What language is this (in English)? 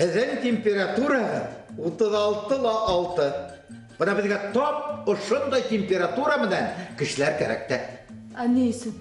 Bashkir